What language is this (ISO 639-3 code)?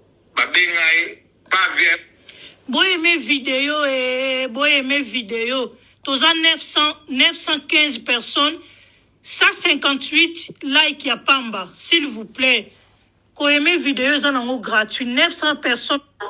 lin